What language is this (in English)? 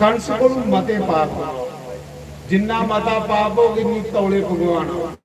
Dogri